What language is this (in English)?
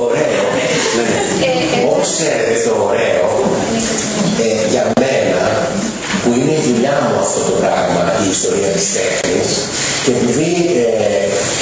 Greek